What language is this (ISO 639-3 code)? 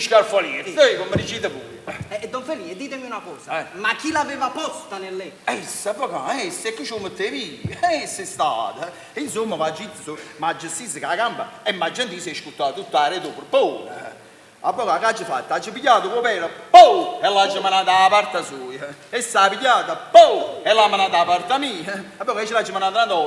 nap